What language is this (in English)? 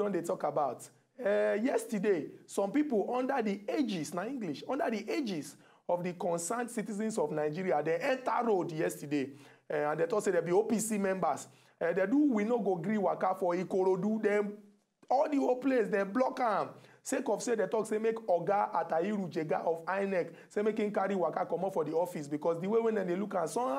Nigerian Pidgin